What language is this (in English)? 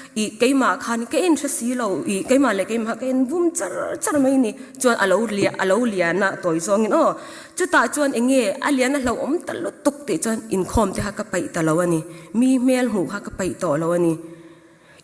Mizo